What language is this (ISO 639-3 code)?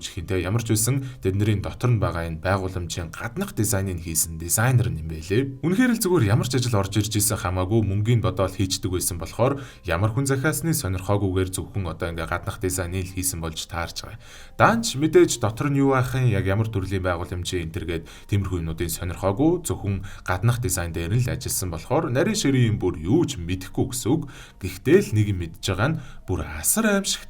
mon